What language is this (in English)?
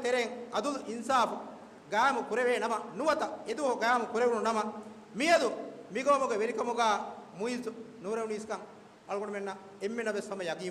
Divehi